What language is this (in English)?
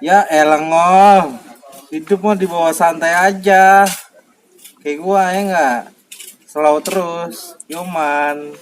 Betawi